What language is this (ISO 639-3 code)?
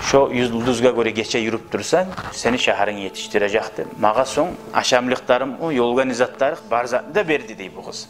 kum